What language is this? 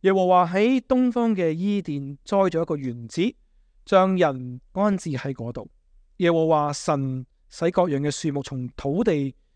Cantonese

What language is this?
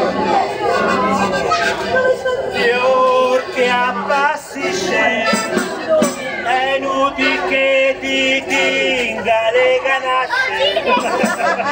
Italian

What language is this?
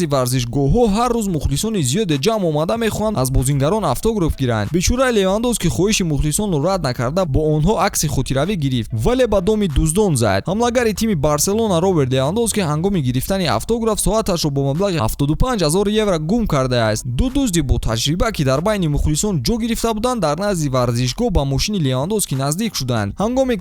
Tajik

